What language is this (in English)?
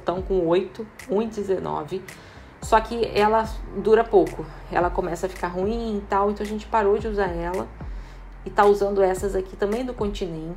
Portuguese